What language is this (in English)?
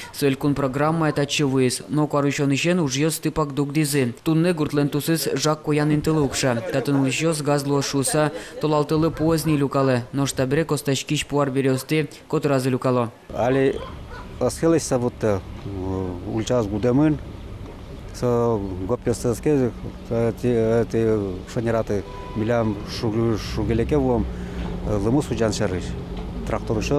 Udmurt